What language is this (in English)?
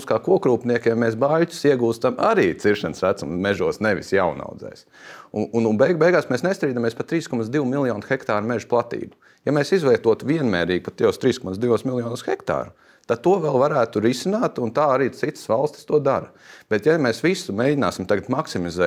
Latvian